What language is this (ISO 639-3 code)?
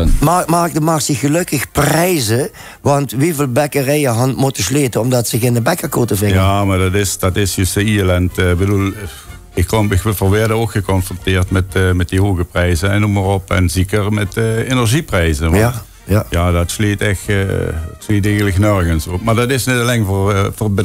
lim